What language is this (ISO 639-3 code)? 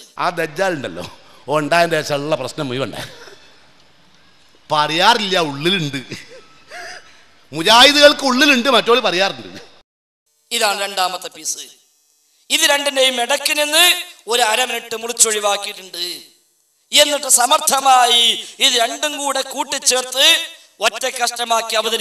mal